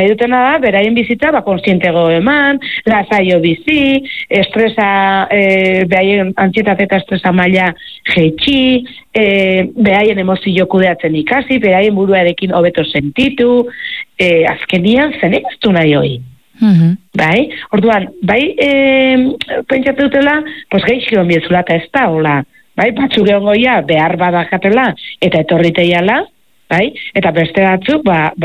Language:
Basque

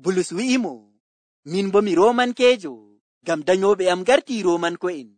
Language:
Nigerian Fulfulde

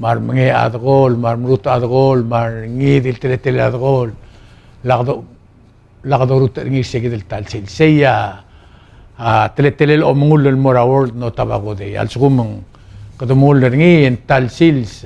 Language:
Palauan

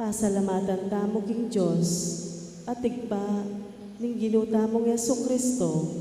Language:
Pampanga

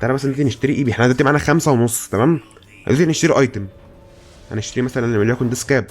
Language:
Egyptian Arabic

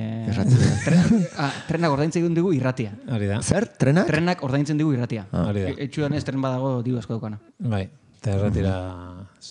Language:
Basque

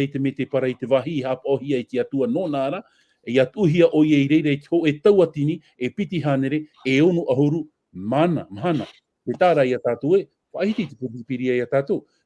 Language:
Tahitian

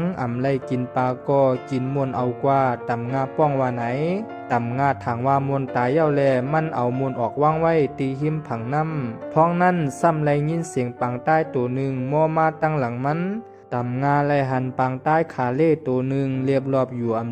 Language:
Shan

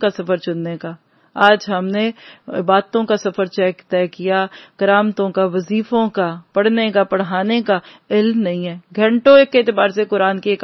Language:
Urdu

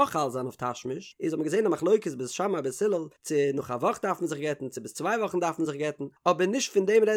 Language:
Yiddish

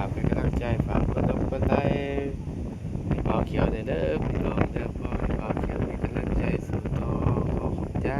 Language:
Northeastern Thai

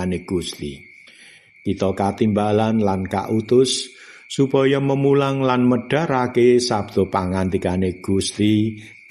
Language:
Javanese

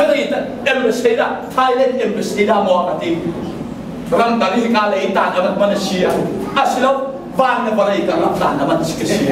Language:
Hakha Chin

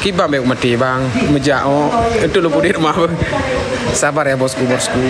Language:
Achinese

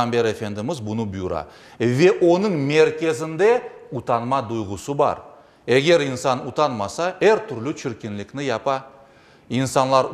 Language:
Crimean Tatar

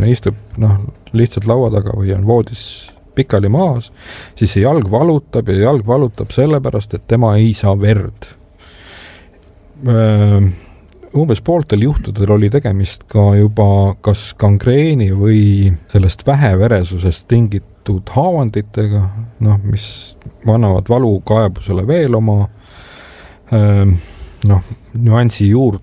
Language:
Estonian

